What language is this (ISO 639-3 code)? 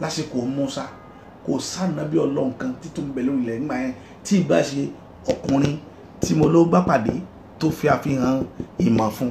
yor